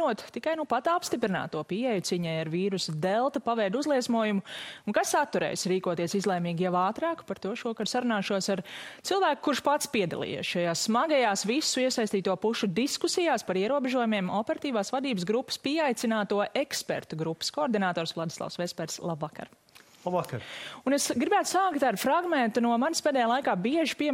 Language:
Latvian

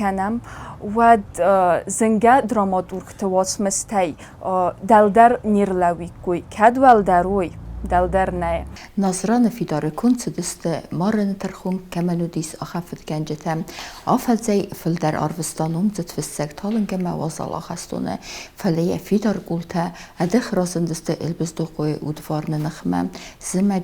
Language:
Ossetic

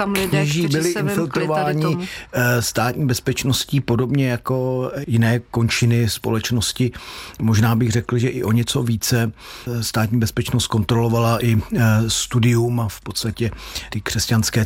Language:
Czech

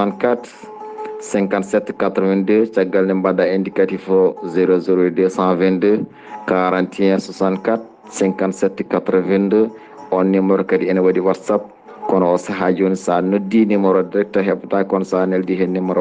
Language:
Fula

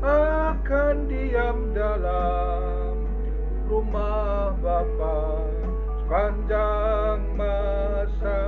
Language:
Batak Karo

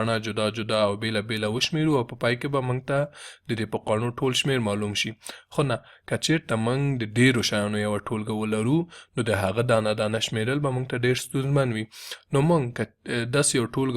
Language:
Pashto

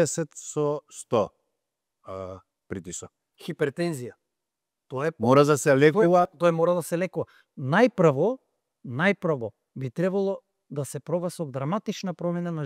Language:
Macedonian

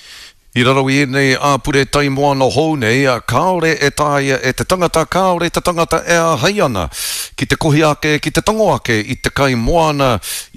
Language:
Māori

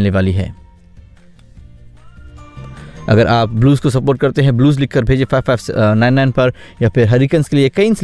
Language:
Hindi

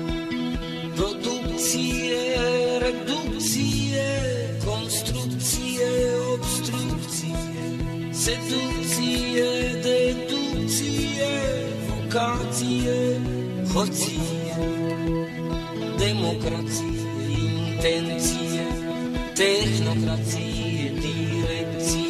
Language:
Romanian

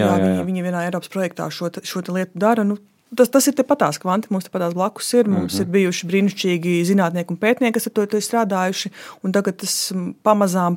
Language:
Latvian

